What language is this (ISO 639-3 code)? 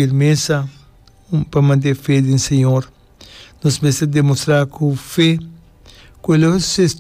pap